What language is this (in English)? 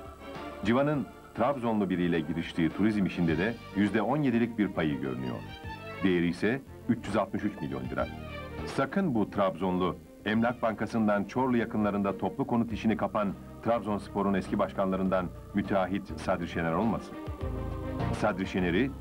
Turkish